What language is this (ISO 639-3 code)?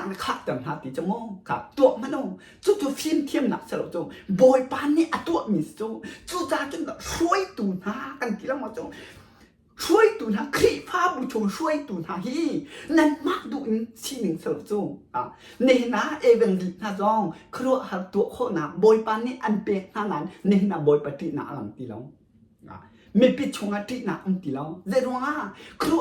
cnh